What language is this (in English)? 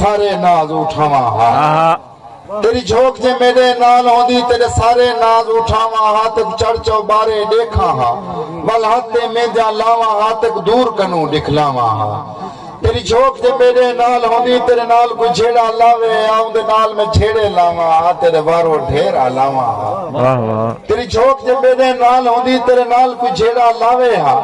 Saraiki